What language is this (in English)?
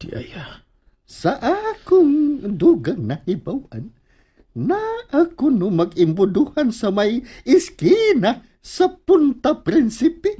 Cebuano